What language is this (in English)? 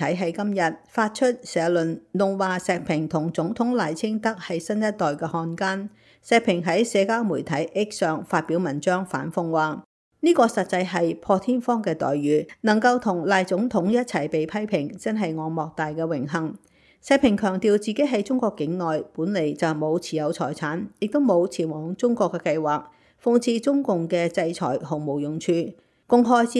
Cantonese